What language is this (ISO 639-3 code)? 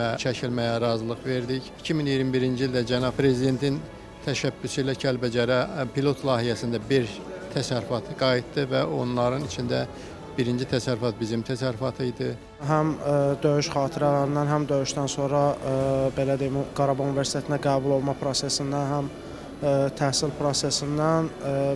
aze